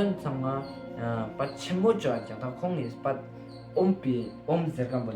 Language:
Ladakhi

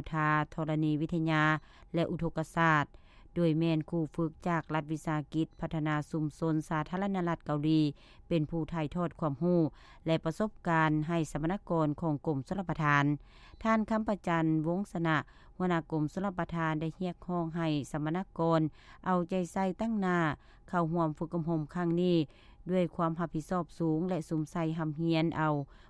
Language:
Lao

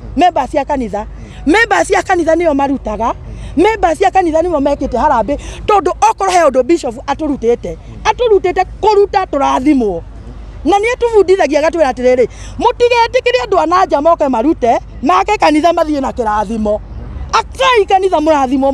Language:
Kikuyu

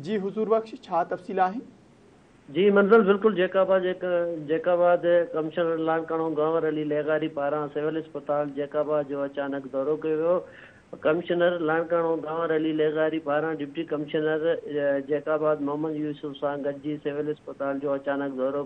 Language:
Sindhi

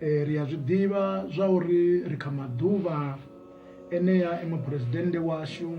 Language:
Venda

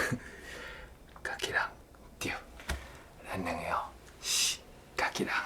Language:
Min Nan Chinese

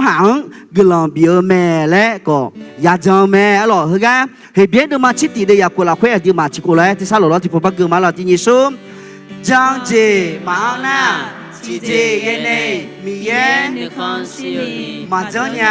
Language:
Akha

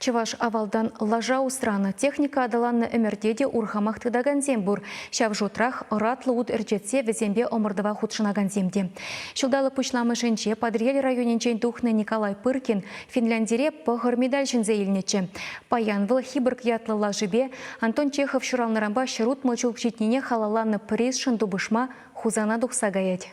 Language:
Chuvash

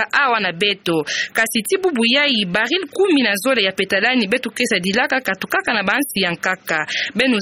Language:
Kituba (Democratic Republic of Congo)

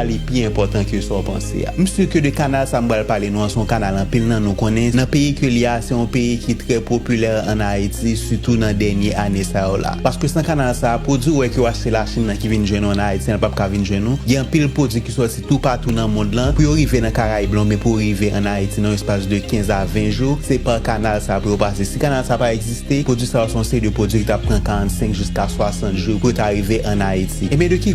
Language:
Haitian Creole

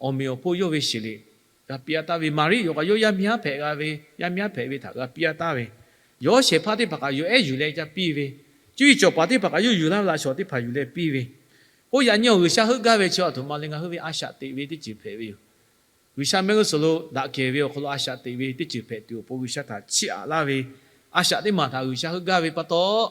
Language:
Lahu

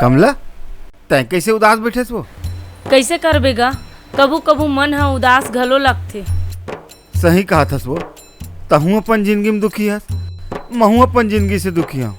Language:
Chhattisgarhi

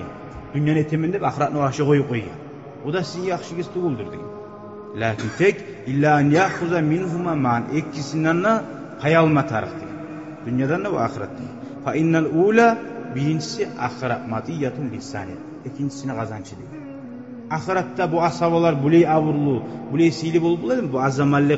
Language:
Kumyk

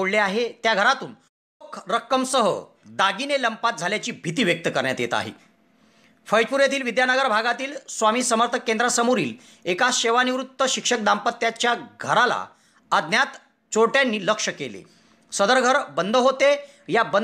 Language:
Marathi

